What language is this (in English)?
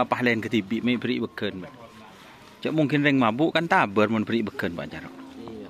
Madurese